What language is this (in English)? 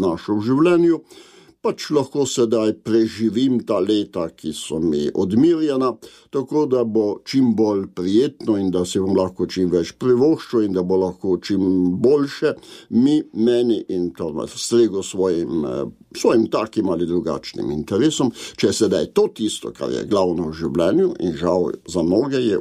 Slovenian